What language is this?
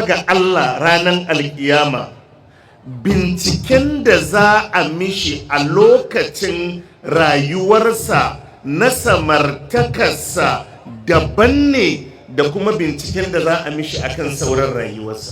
Hausa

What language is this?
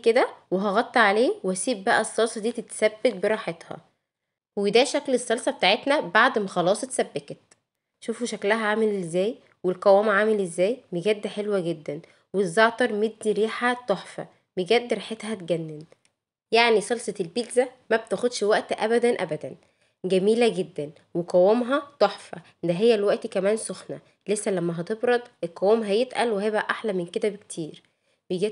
Egyptian Arabic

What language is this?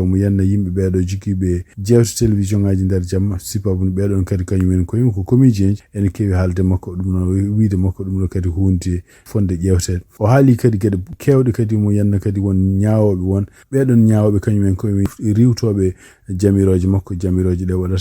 Fula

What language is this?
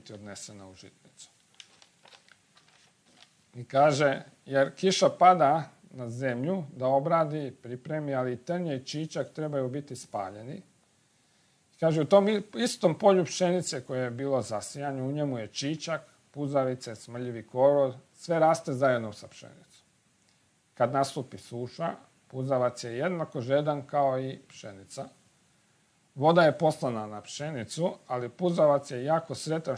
Croatian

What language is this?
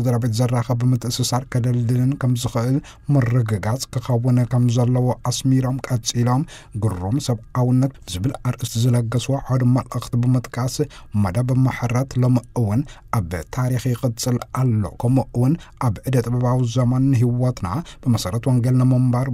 Tigrinya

